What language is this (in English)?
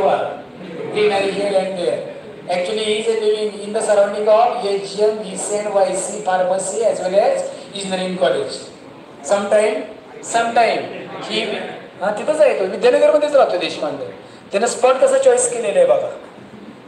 Marathi